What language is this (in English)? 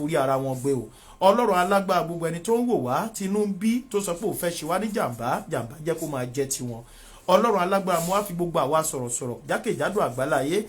Yoruba